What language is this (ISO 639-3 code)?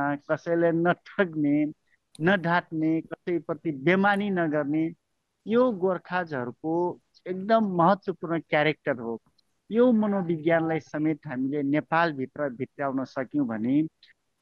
nep